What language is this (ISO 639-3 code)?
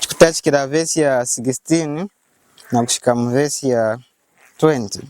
lun